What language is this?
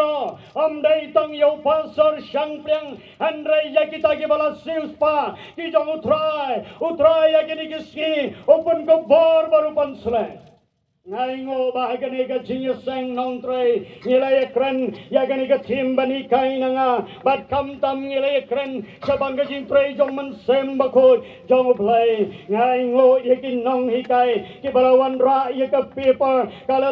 Khasi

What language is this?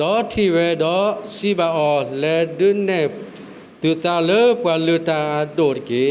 S'gaw Karen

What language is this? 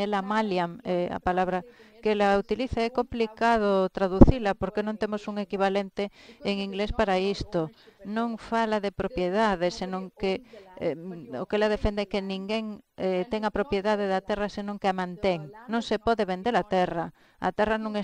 Galician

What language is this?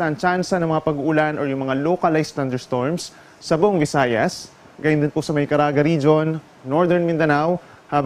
Filipino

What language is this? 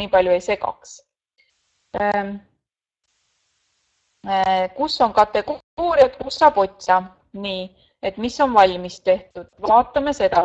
Estonian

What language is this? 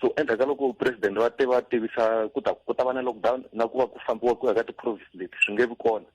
Tsonga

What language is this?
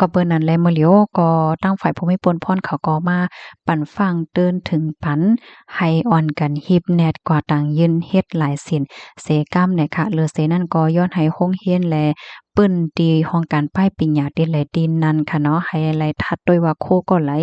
Shan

